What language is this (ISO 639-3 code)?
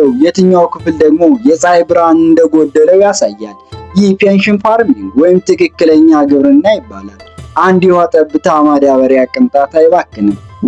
amh